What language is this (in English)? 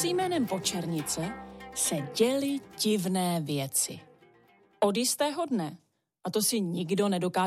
Czech